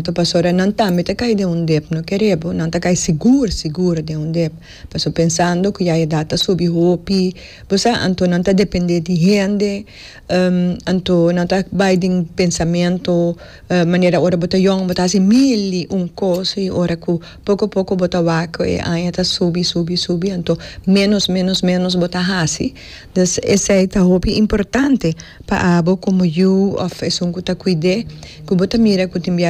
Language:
Papiamento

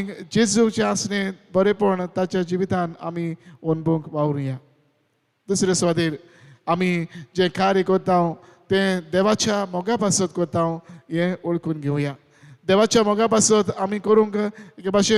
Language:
Konkani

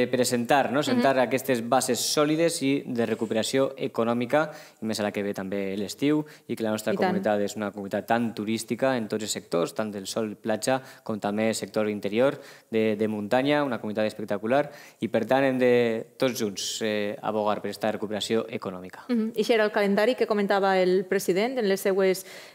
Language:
Catalan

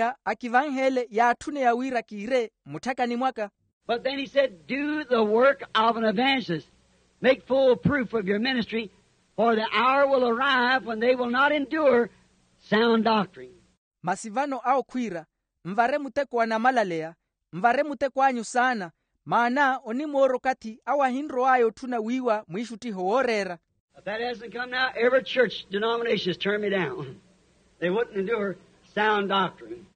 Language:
Makhuwa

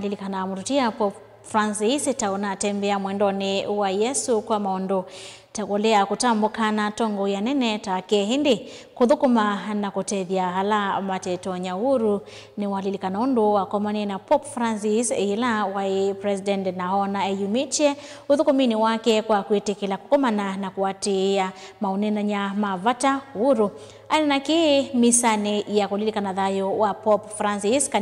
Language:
Kamba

